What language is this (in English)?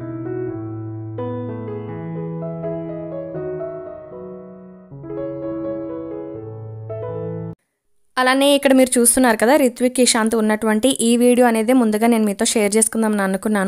Telugu